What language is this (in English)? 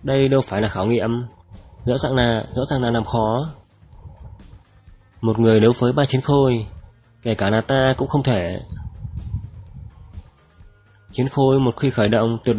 Vietnamese